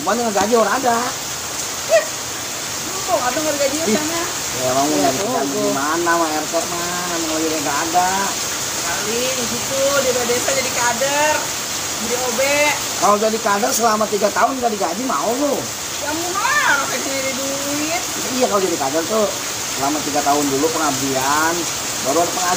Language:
Betawi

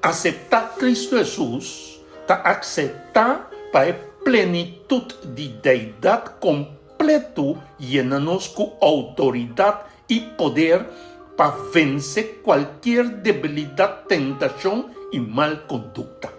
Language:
Papiamento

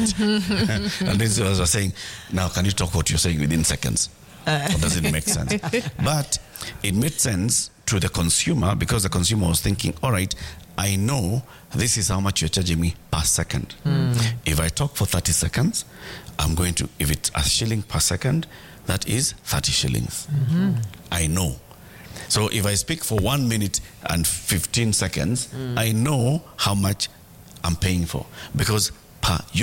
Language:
English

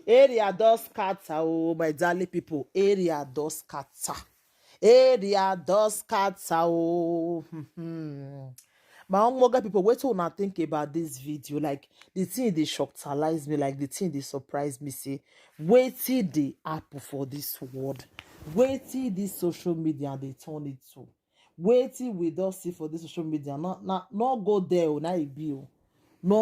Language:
Nigerian Pidgin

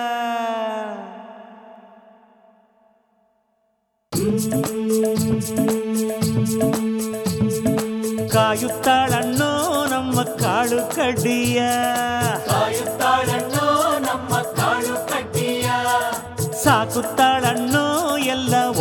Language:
Kannada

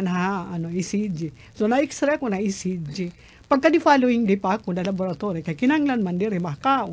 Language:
Waray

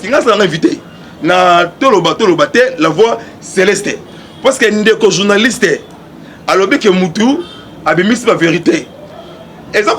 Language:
Lingala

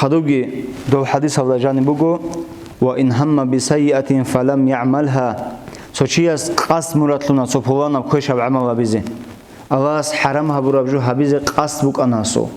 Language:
Avaric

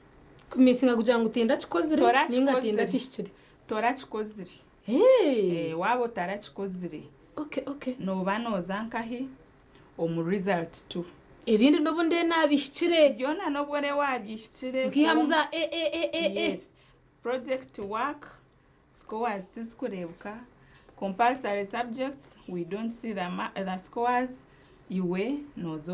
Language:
Nyankole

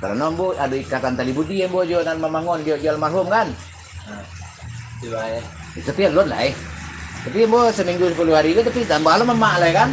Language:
Minangkabau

